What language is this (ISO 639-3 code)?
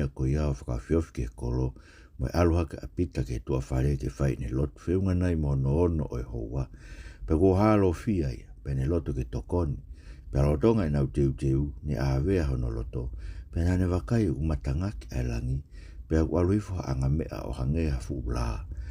ton